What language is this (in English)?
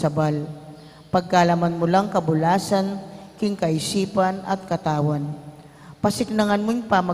Pampanga